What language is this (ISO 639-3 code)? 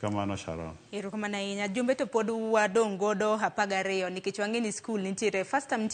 luo